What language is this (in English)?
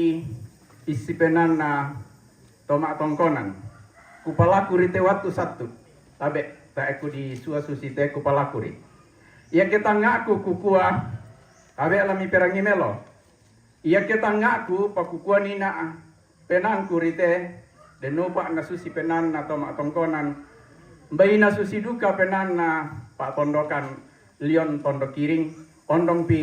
Toraja-Sa'dan